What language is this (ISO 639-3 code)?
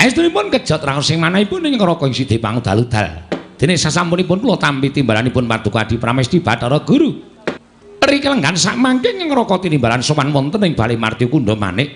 jav